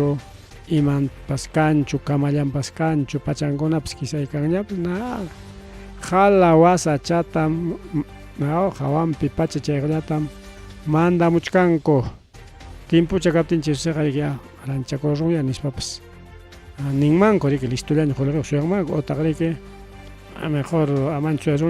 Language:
Ayacucho Quechua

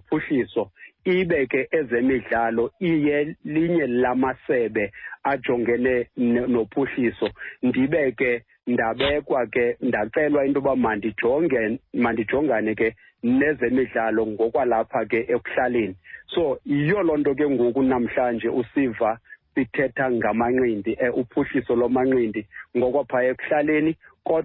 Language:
Xhosa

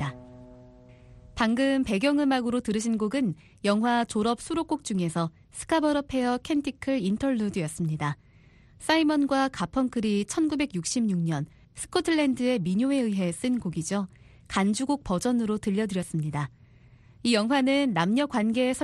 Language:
Korean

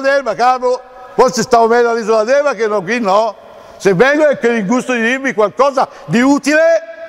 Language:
Italian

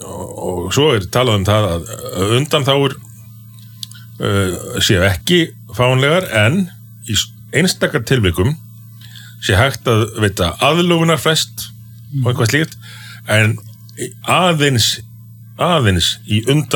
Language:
Icelandic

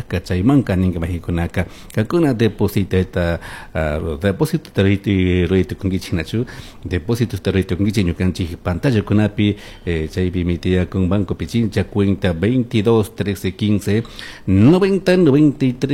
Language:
Chimborazo Highland Quichua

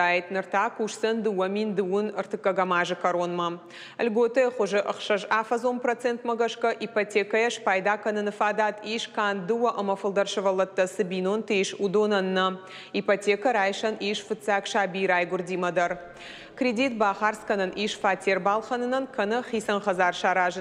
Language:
Ossetic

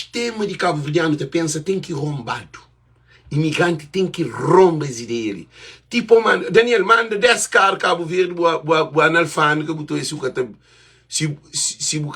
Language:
Kabuverdianu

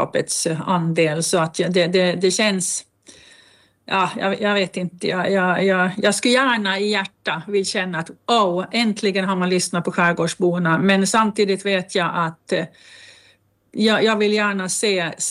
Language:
Swedish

